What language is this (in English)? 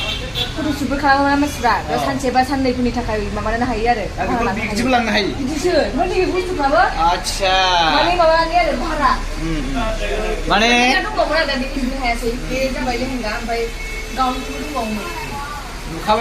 Bodo